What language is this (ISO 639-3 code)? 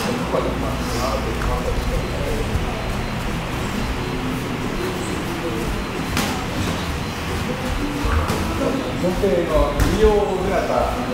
jpn